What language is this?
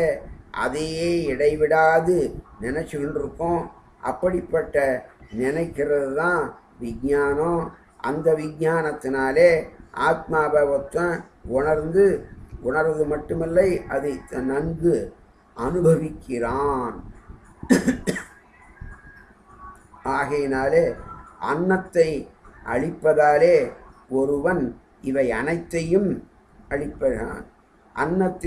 Tamil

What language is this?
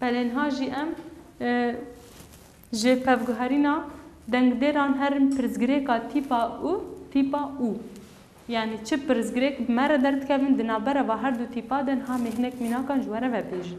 Kurdish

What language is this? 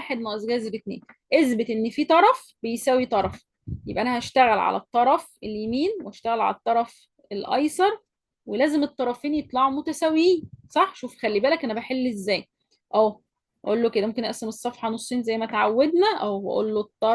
Egyptian Arabic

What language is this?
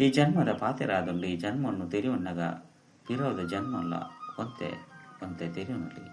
Tulu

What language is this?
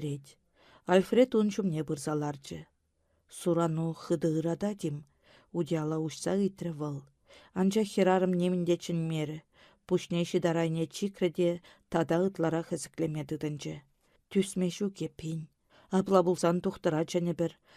Chuvash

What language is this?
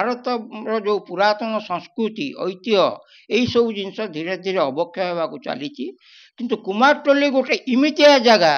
Odia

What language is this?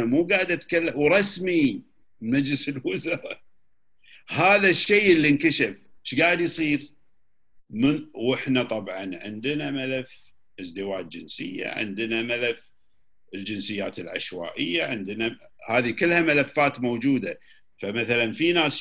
Gulf Arabic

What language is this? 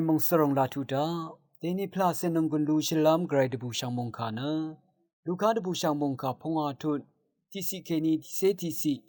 Rawang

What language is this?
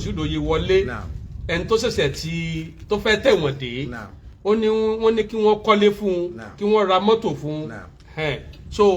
Yoruba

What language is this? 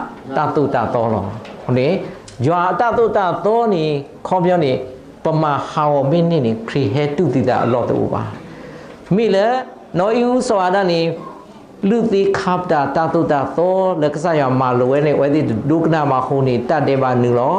S'gaw Karen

